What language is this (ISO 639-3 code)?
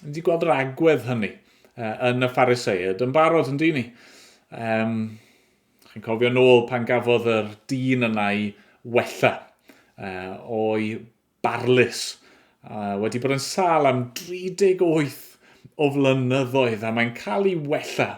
cym